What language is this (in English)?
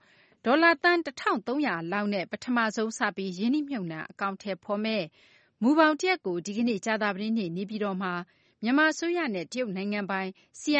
Burmese